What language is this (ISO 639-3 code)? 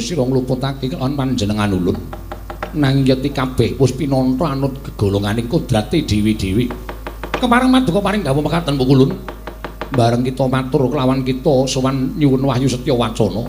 jav